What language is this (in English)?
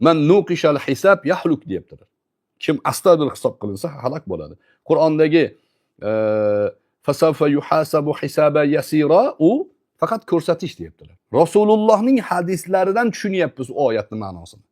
Uzbek